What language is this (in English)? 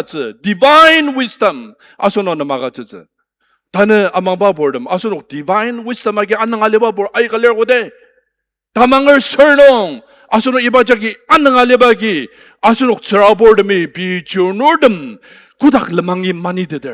Ao Naga